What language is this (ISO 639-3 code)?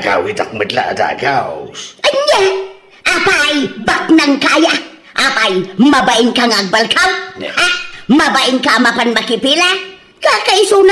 ilo